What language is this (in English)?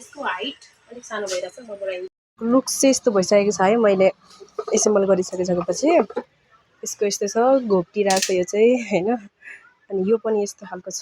Nepali